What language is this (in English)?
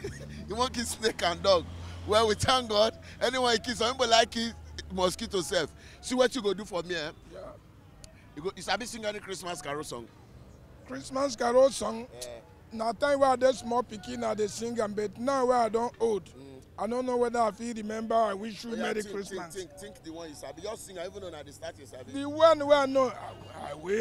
Nigerian Pidgin